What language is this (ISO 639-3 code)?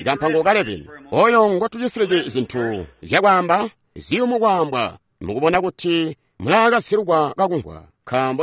toi